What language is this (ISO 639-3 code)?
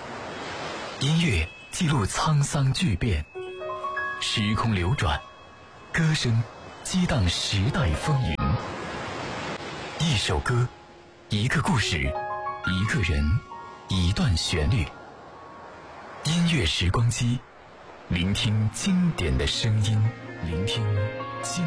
zho